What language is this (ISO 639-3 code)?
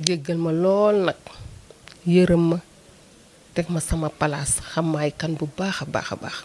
wol